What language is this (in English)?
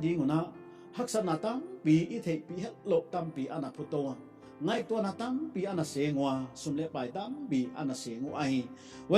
Paite Chin